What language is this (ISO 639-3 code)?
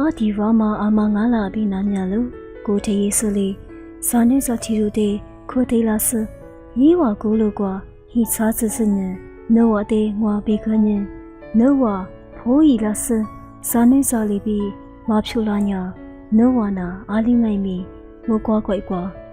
lis